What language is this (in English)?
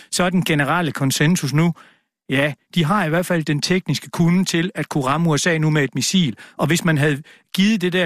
Danish